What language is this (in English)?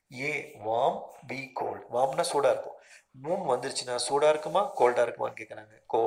Tamil